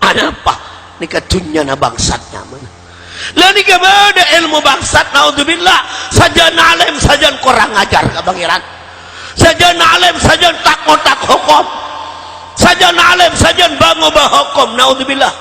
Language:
Madurese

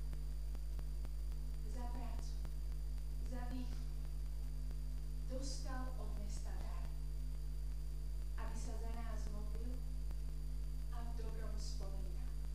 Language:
Slovak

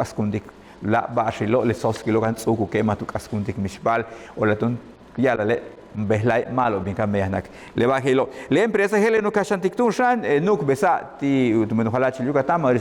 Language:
Yucateco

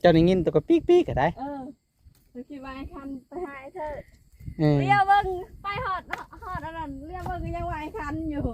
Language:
Lao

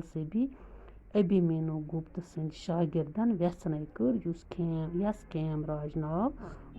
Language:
Kashmiri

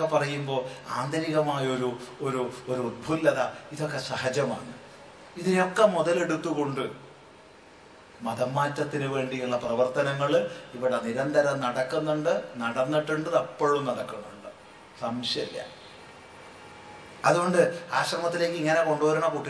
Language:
Malayalam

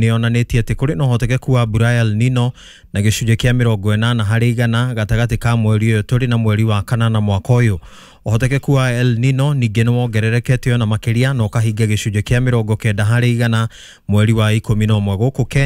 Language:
Kikuyu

